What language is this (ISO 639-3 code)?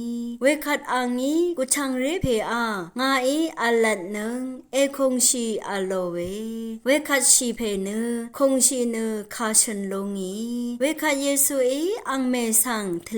raw